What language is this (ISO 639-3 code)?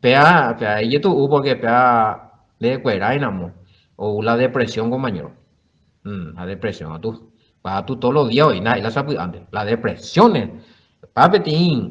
grn